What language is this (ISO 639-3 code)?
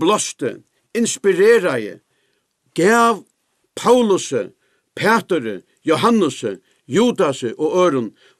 fao